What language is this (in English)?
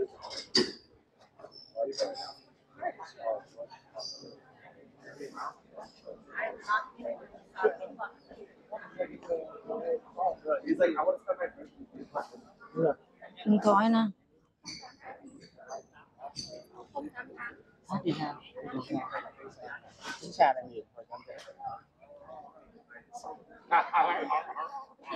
Vietnamese